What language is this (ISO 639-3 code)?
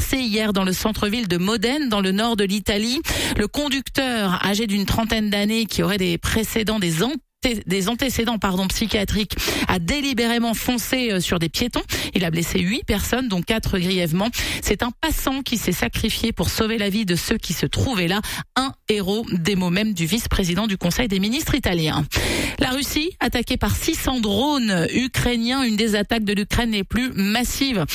fra